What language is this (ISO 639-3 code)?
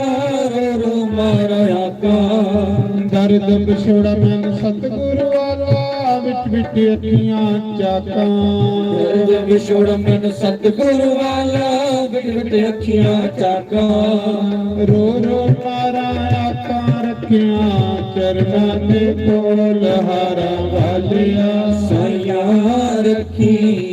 doi